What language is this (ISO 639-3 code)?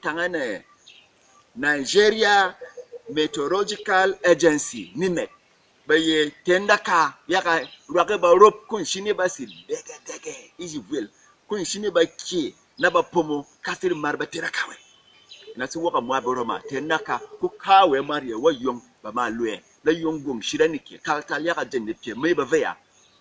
bom